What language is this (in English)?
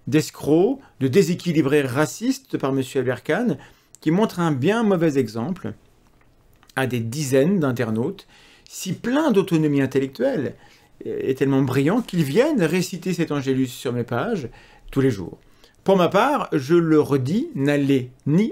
French